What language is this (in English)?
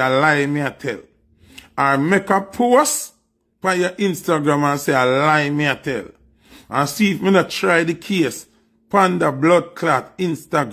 Jamaican Creole English